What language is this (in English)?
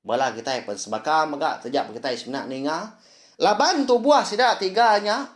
Iban